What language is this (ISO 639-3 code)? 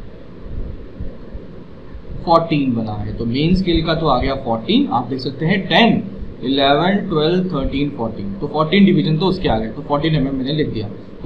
hin